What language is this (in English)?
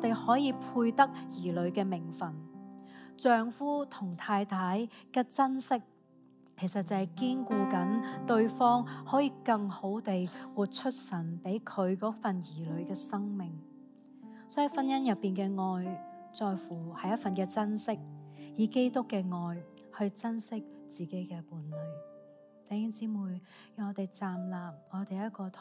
Cantonese